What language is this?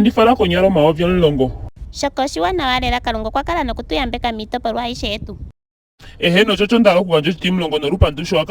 Ndonga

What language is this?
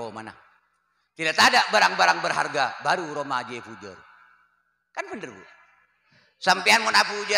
Madurese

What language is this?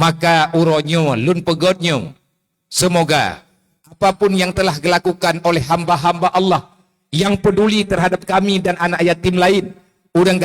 Achinese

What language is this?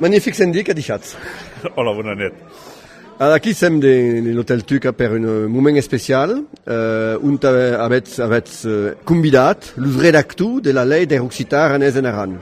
Occitan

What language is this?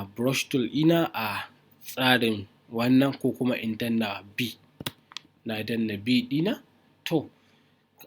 Hausa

